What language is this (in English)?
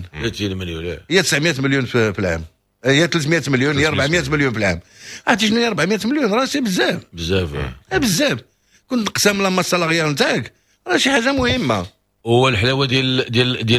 Moroccan Arabic